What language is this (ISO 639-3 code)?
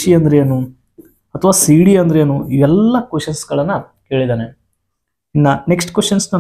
kan